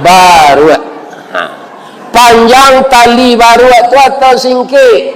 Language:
Minangkabau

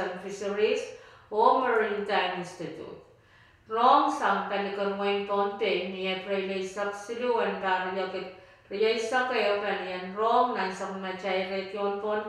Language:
Pohnpeian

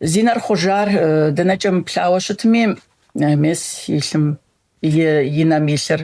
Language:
Kabardian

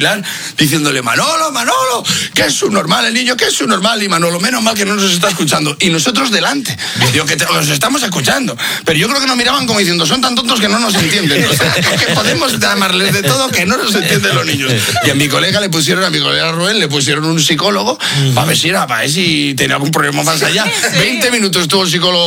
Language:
Spanish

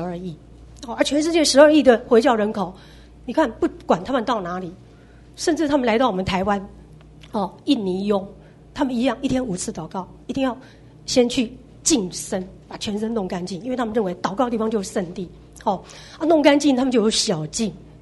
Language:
Chinese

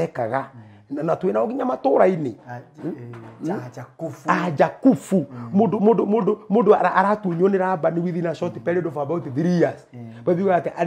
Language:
Kikuyu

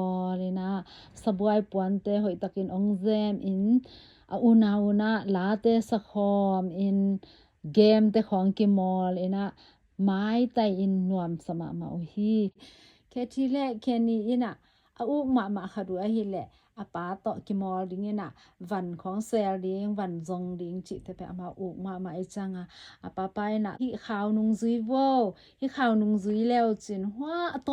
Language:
Tedim Chin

